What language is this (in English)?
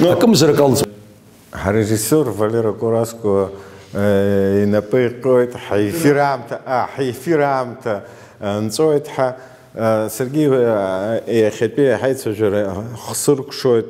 Abkhazian